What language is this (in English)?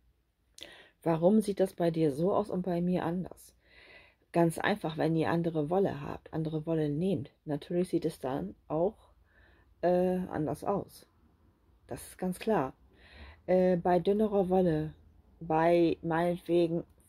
German